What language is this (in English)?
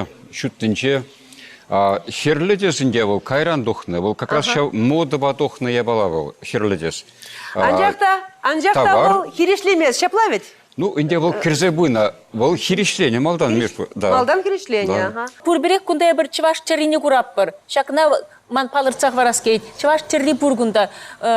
Chuvash